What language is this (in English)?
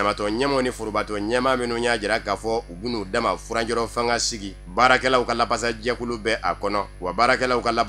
Bambara